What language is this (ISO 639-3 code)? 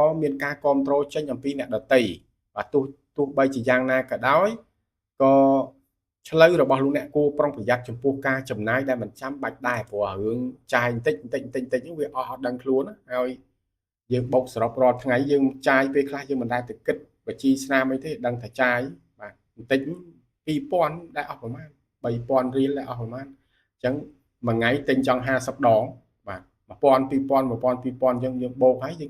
khm